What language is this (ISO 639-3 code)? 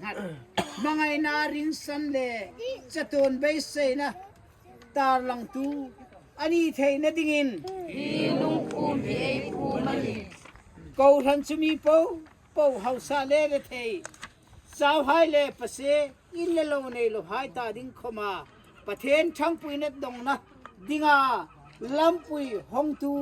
hmr